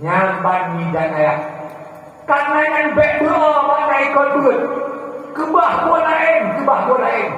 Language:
Achinese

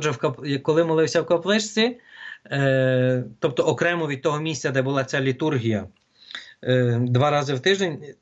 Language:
Ukrainian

